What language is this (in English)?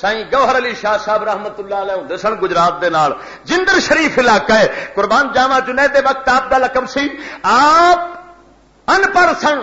Western Panjabi